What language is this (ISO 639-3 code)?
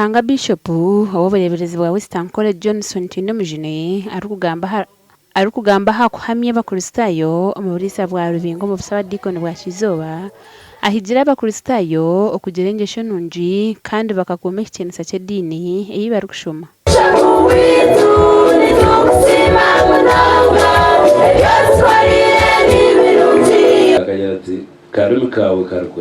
nyn